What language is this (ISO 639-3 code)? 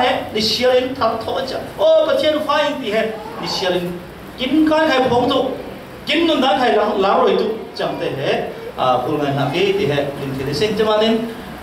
cfm